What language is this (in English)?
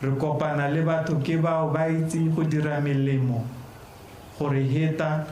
Tswana